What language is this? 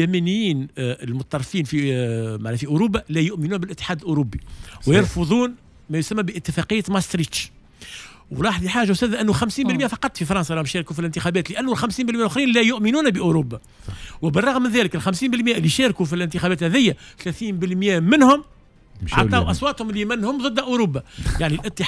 Tunisian Arabic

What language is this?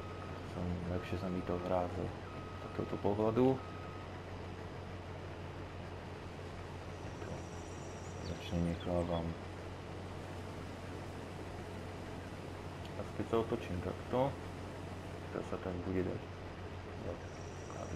Slovak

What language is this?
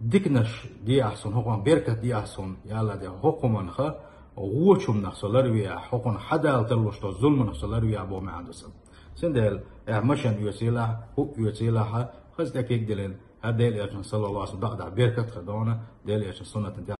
Chechen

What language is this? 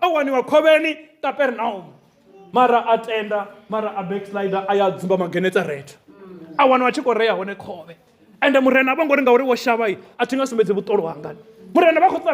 Venda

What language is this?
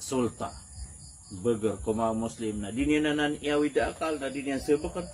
Maranao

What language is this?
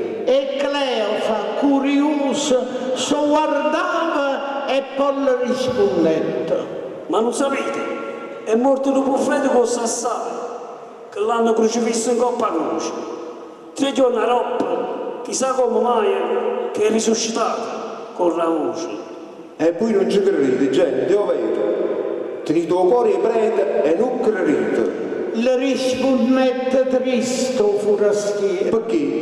Neapolitan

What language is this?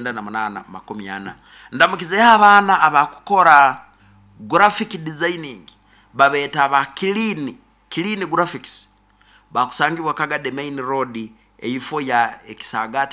Nyoro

